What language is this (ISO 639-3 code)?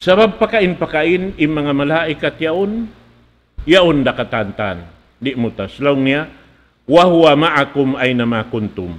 tsg